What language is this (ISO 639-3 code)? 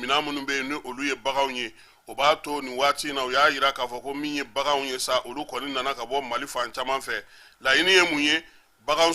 bam